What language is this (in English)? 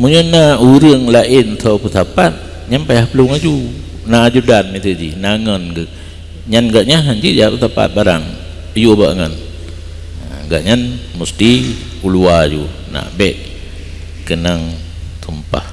Achinese